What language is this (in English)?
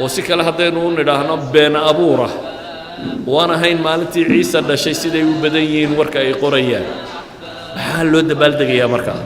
Somali